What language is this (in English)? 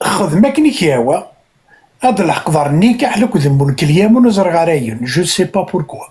Kabyle